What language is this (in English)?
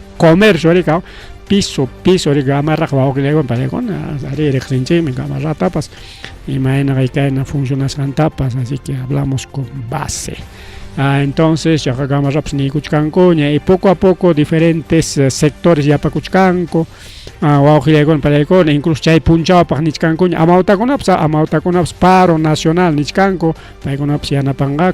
Ayacucho Quechua